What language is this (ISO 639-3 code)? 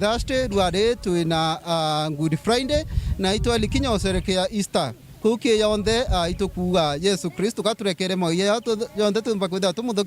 mer